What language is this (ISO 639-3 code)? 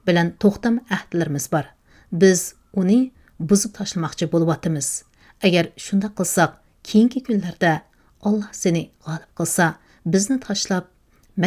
uig